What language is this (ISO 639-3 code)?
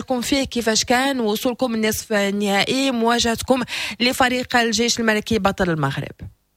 ary